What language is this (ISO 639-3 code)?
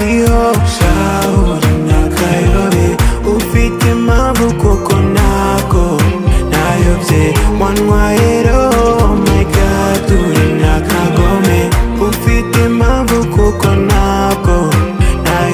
kin